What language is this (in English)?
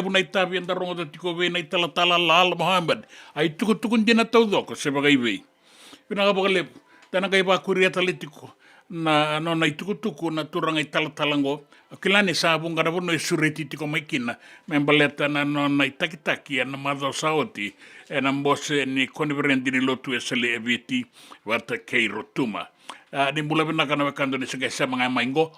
Fijian